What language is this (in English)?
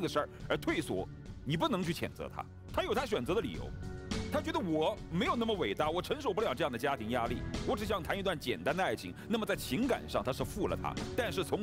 Chinese